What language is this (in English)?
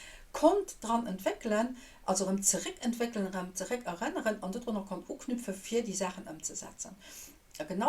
Luxembourgish